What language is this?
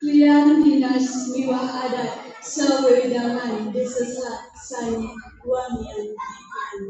Balinese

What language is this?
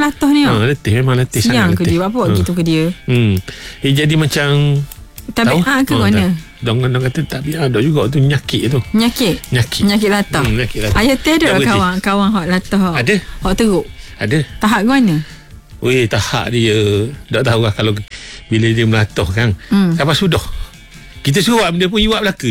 Malay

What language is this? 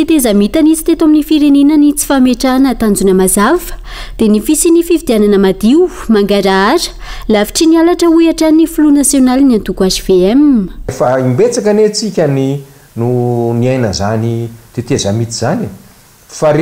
Malagasy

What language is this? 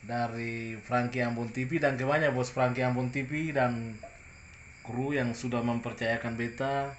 Ambonese Malay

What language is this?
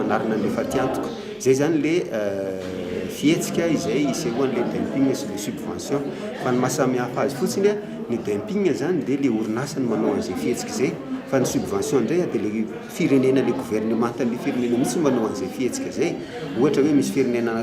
Malagasy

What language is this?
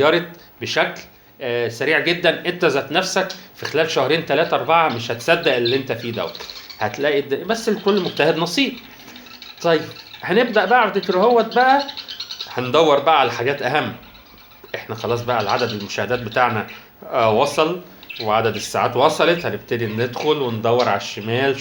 Egyptian Arabic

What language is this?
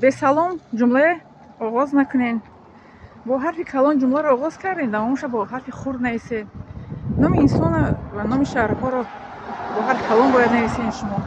Tajik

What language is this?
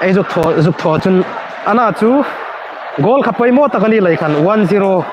Hmar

